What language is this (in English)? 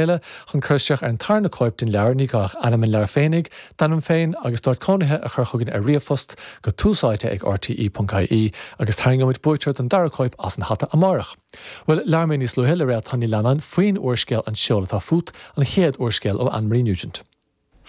Irish